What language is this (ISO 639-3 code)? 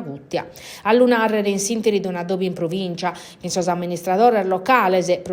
srd